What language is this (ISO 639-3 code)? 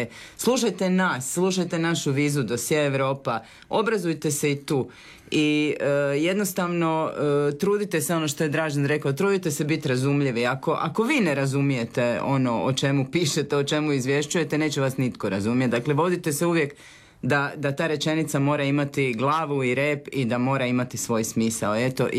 hrv